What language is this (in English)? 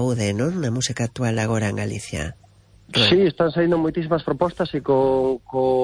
Galician